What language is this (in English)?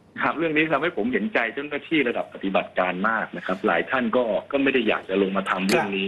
Thai